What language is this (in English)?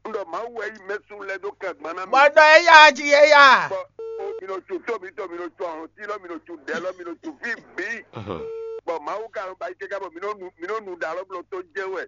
Fon